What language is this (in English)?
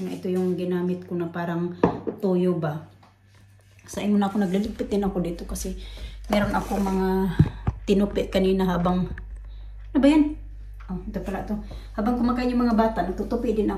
Filipino